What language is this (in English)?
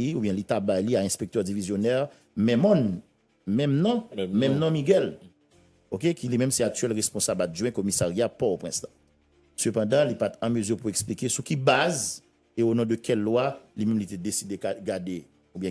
Haitian Creole